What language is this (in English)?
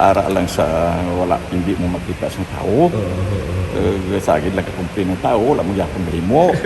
Hiligaynon